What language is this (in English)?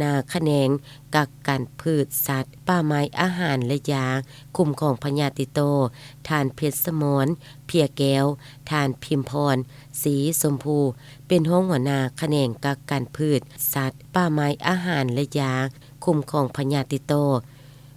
Lao